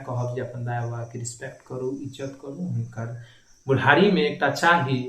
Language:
Maithili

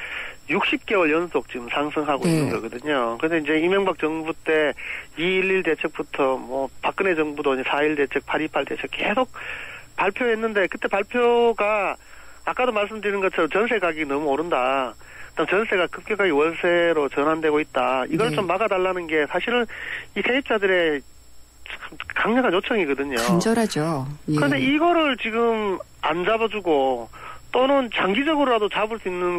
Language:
Korean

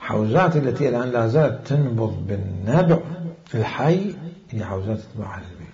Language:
Mesopotamian Arabic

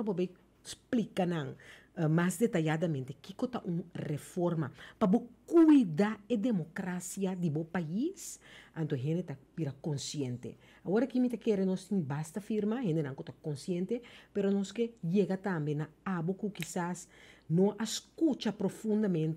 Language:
Papiamento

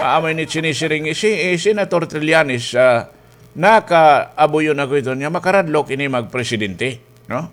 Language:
Waray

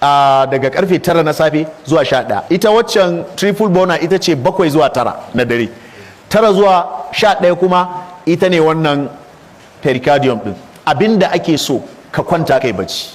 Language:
Hausa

